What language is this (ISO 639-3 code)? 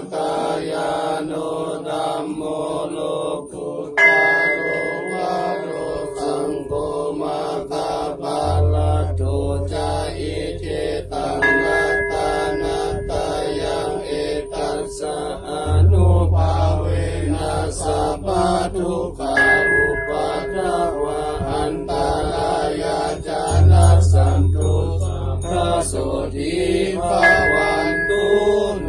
pli